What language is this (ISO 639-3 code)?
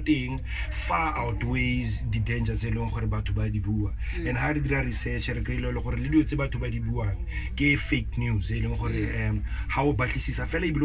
tsn